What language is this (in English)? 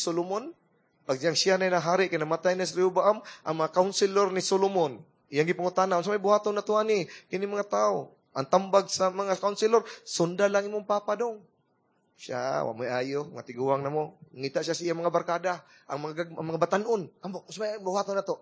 Cebuano